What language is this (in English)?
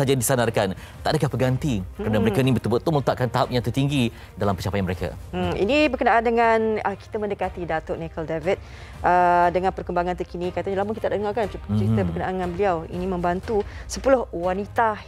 Malay